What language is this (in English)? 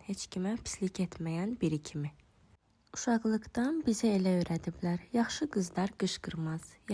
Azerbaijani